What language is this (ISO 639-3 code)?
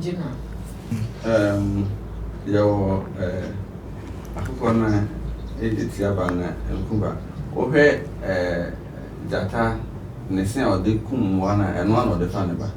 aka